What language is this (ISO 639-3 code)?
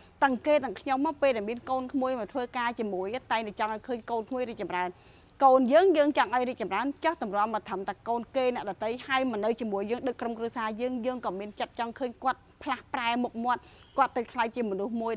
khm